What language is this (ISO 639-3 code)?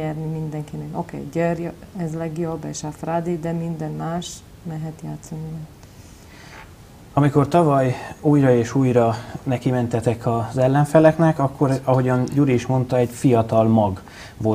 hun